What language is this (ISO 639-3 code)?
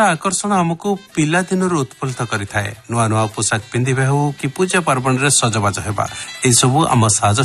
ori